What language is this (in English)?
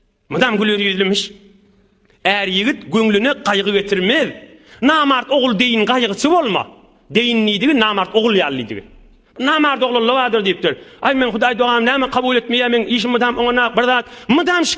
Turkmen